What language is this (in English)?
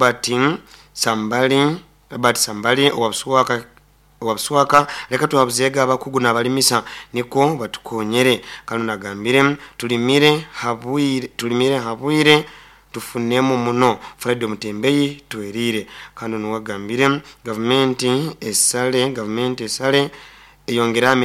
Nyoro